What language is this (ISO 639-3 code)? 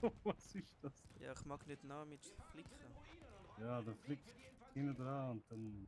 gsw